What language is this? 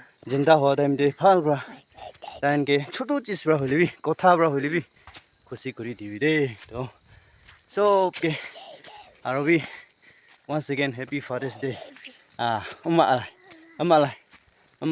Naga Pidgin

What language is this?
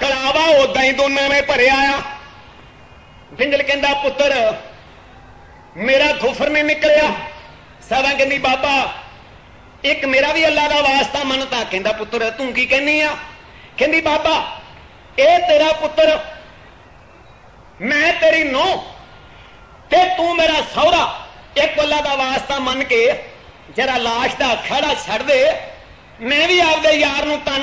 Punjabi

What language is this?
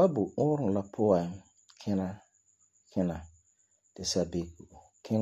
Frafra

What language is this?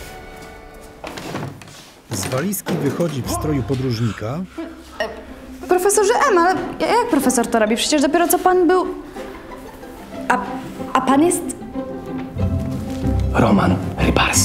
Polish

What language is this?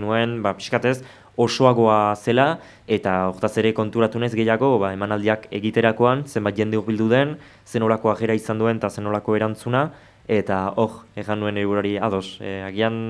Basque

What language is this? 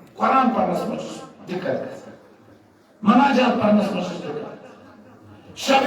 Kashmiri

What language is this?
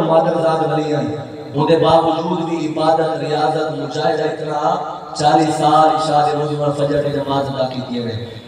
Saraiki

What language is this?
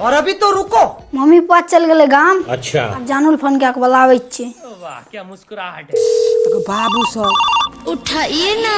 Maithili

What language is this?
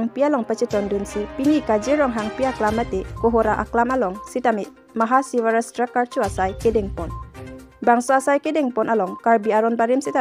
Karbi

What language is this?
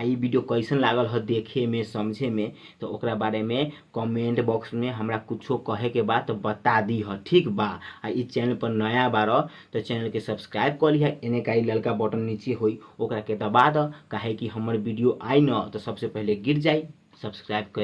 Bhojpuri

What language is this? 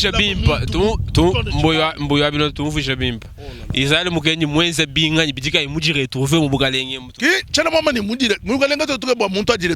Luba-Lulua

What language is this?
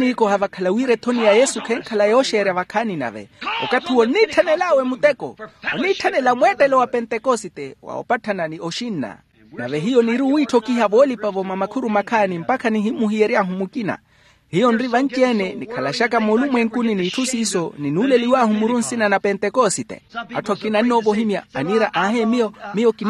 Makhuwa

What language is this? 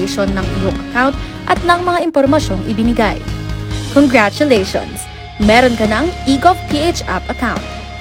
Filipino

